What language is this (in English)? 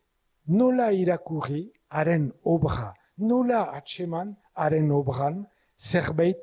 Basque